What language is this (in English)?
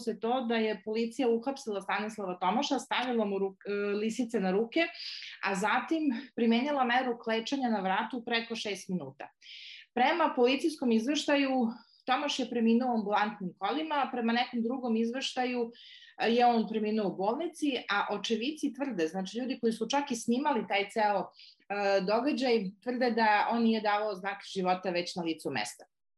Serbian